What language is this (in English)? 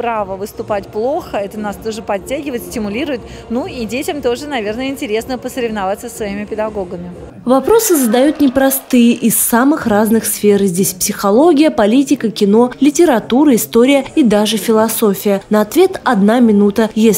Russian